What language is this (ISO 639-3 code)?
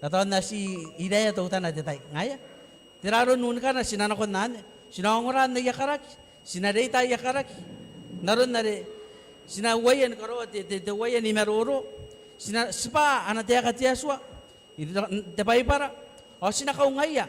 gil